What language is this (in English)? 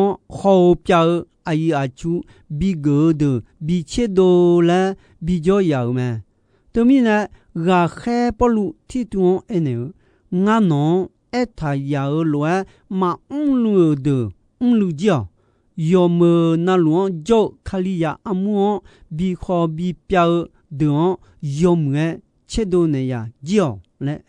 Akha